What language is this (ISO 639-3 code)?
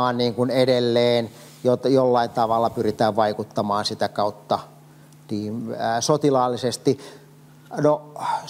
fin